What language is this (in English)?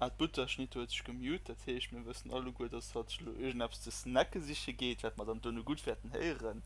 Luxembourgish